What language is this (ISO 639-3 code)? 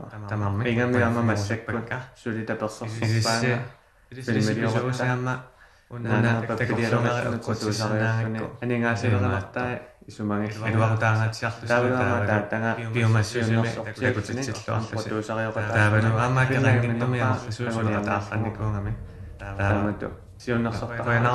kal